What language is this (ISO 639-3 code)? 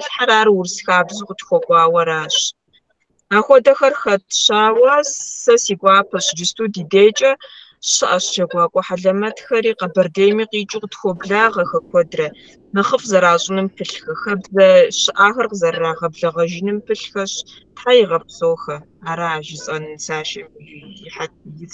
kbd